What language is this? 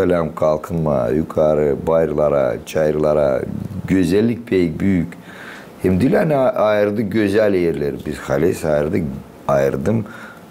Gagauz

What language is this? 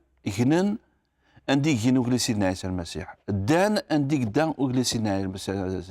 Kabyle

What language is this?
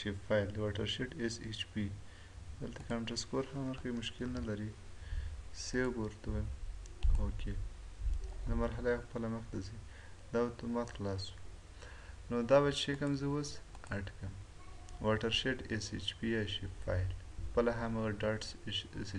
Pashto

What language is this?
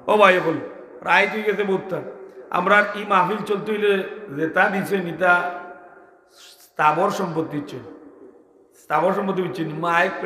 Sylheti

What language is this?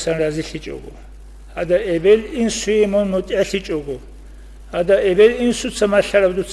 Avaric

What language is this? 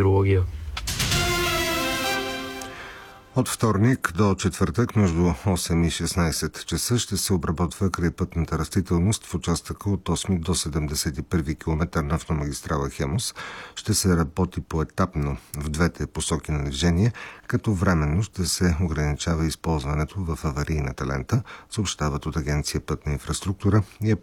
Bulgarian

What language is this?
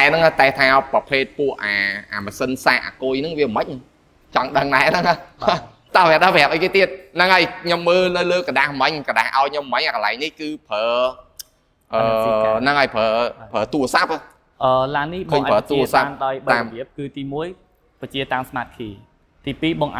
Khmer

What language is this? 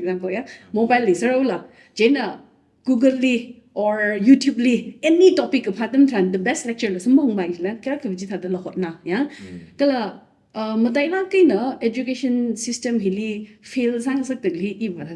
Tangkhul Naga (India)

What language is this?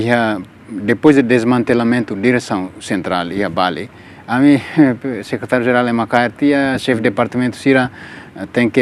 Tetum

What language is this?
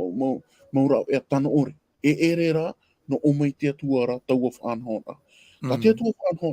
Tahitian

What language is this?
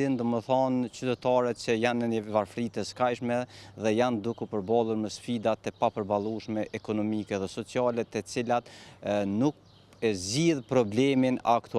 Albanian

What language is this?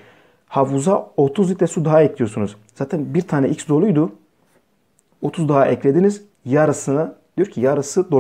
Turkish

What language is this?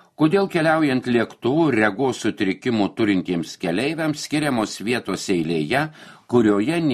Lithuanian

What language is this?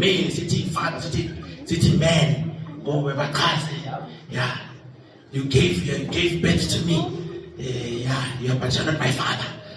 Zulu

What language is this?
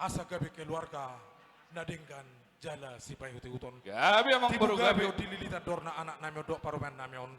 Batak Toba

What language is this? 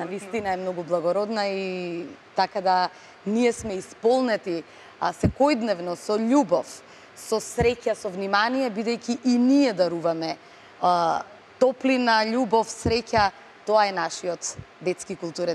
Macedonian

